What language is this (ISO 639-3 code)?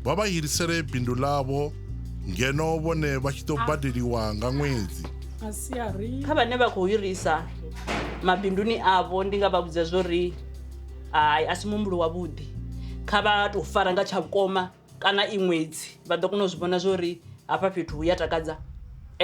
ven